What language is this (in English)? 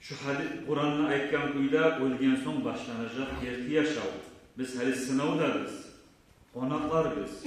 Kumyk